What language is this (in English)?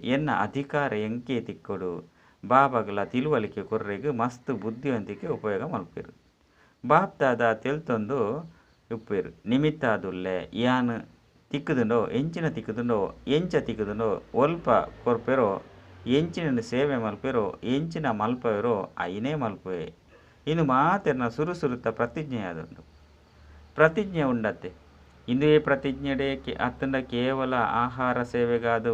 Tulu